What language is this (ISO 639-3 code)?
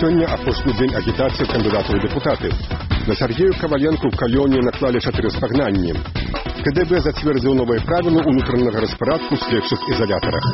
bel